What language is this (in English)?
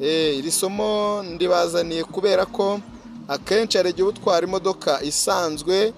Kinyarwanda